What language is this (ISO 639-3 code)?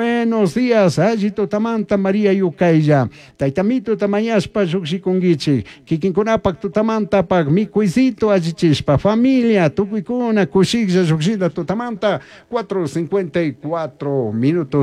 qug